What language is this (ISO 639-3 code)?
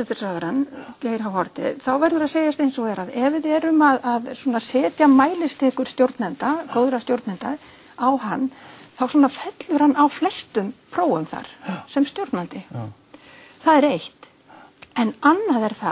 isl